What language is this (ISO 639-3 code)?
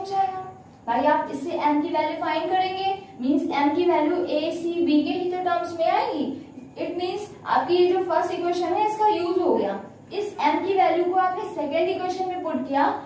hin